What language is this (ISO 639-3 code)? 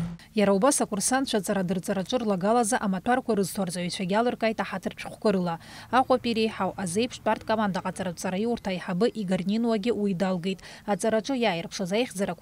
abk